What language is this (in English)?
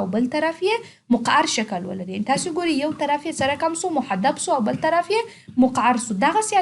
Pashto